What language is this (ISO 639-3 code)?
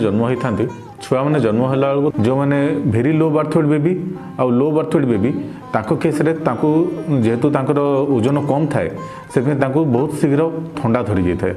ori